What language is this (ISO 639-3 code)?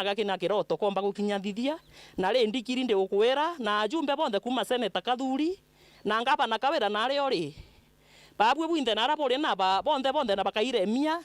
mer